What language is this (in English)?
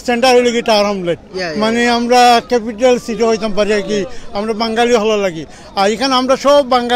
Sylheti